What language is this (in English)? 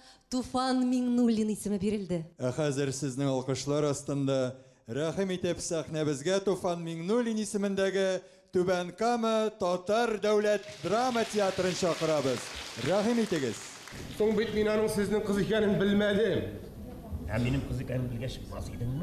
Bashkir